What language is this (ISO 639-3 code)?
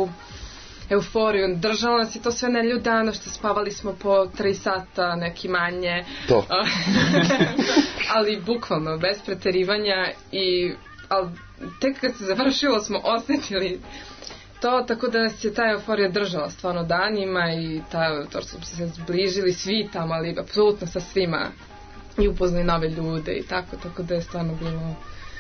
srp